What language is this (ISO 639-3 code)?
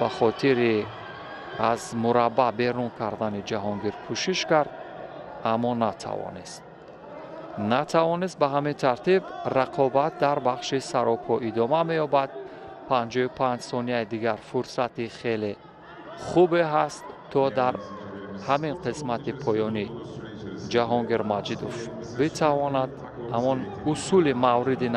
tgk